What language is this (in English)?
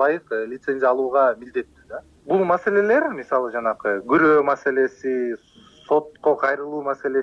Kyrgyz